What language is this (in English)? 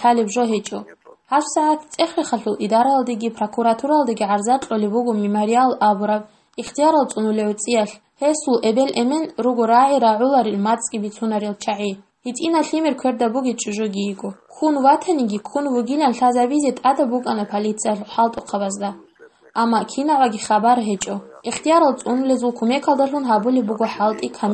Avaric